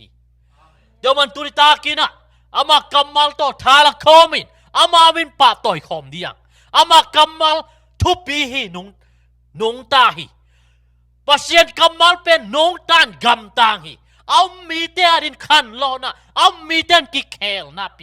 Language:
Tedim Chin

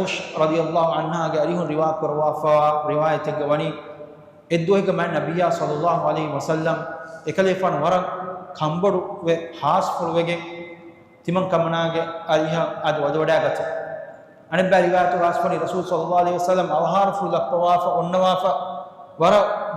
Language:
Divehi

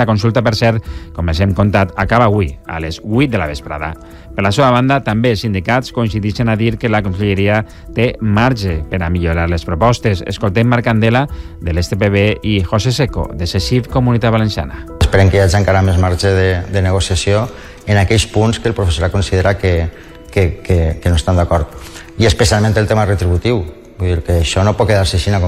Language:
Catalan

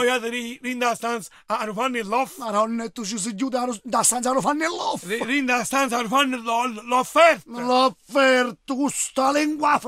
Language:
Neapolitan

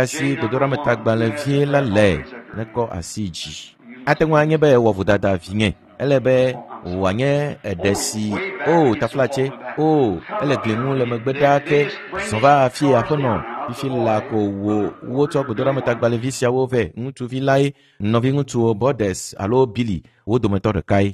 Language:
Ewe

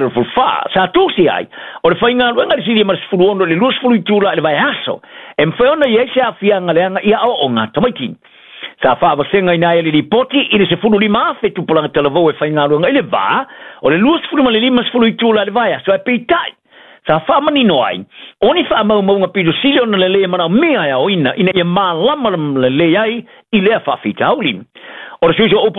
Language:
Samoan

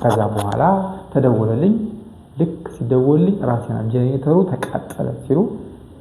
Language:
Amharic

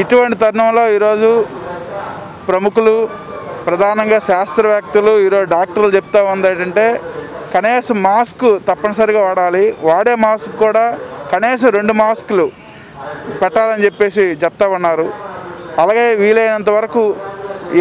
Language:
Telugu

